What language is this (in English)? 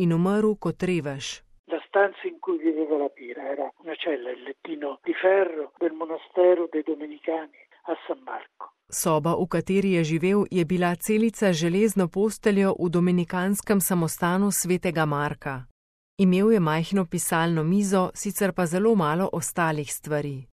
Slovenian